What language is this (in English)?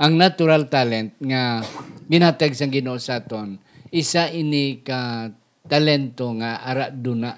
Hiligaynon